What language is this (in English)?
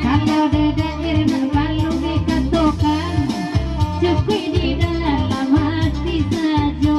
Minangkabau